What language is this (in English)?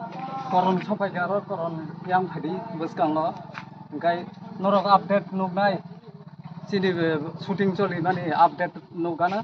Kok Borok